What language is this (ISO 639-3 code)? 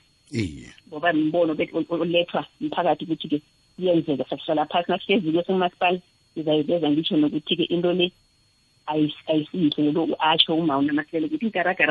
nbl